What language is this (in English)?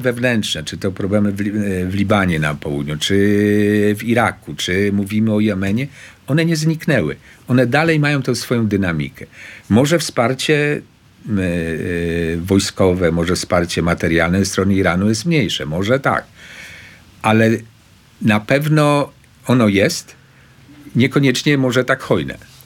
Polish